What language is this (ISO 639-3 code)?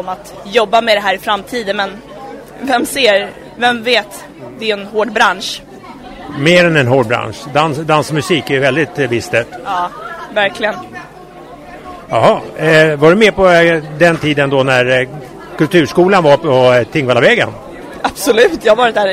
swe